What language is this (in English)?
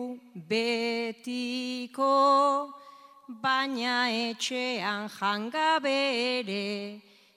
Basque